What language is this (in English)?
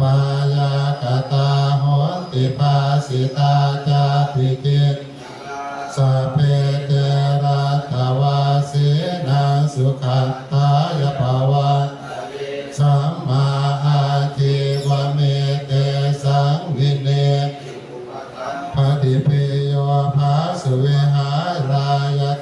Pali